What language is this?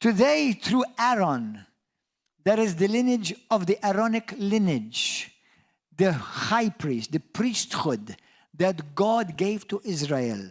English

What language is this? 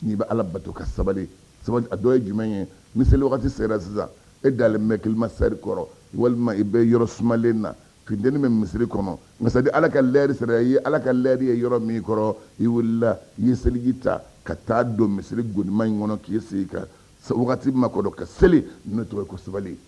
Bambara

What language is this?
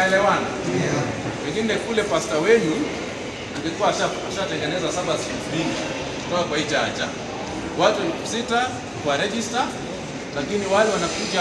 Swahili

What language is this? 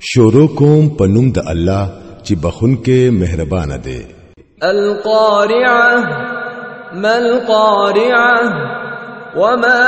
Pashto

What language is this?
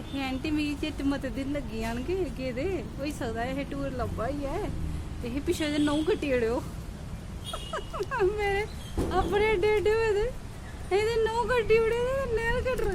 Dogri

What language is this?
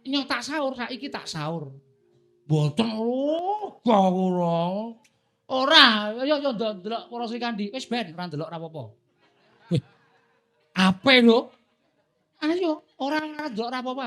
Javanese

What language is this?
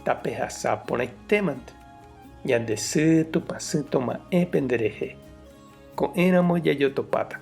Guarani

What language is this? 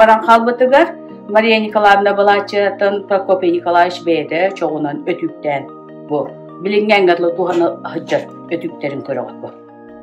Yakut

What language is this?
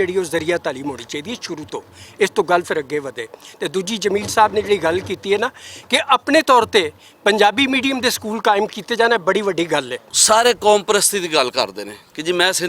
Western Panjabi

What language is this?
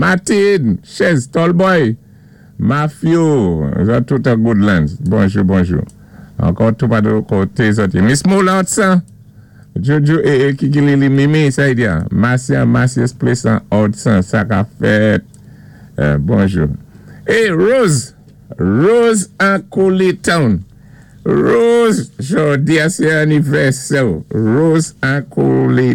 Saint Lucian Creole French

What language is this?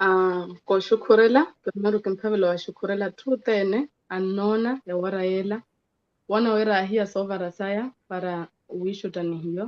Makhuwa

